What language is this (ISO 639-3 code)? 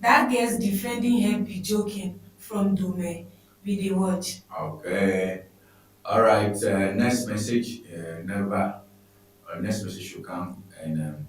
ewe